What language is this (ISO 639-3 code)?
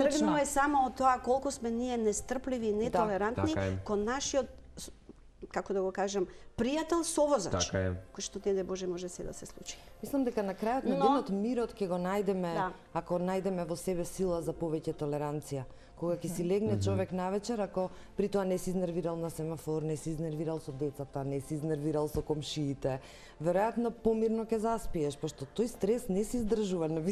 mkd